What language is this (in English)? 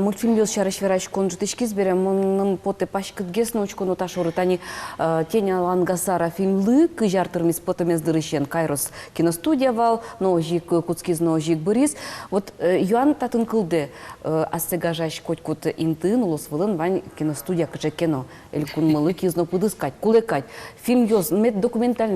Udmurt